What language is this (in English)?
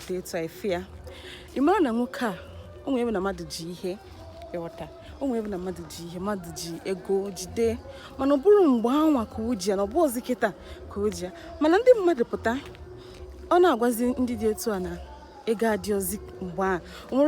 Igbo